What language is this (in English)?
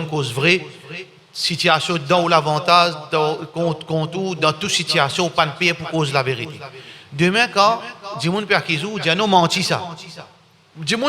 Morisyen